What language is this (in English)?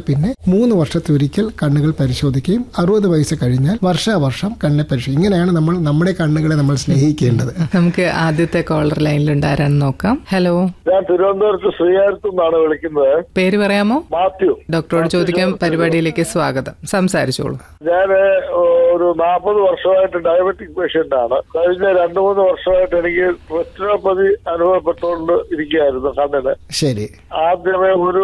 Malayalam